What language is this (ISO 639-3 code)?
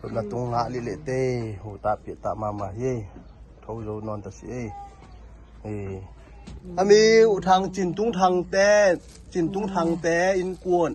ctd